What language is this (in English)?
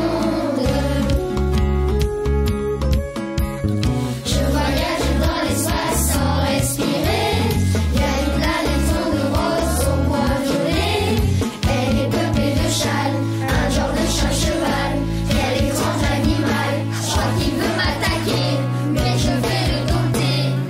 French